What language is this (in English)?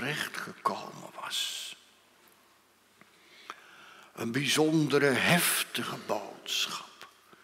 Dutch